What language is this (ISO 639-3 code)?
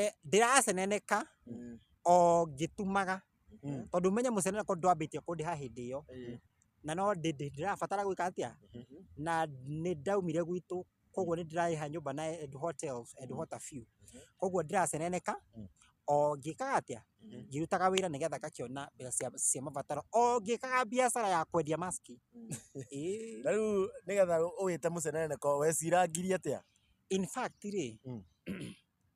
kik